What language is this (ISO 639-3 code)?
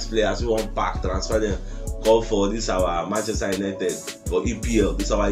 pcm